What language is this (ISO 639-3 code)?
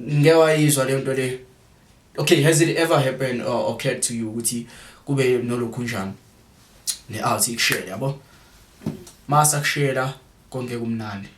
zul